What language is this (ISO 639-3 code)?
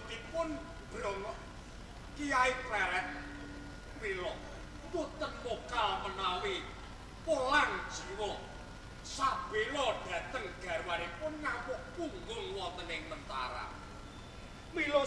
jav